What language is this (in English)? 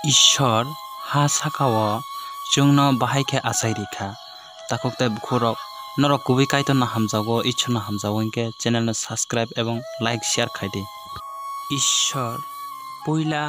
Kok Borok